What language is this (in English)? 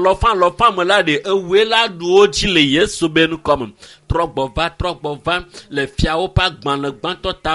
Ewe